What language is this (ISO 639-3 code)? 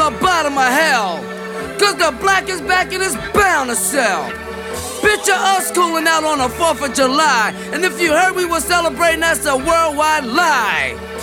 eng